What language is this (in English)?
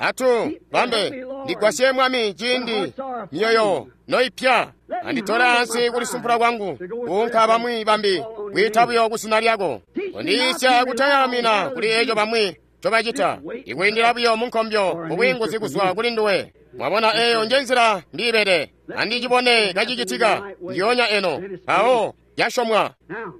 Tonga (Zambia)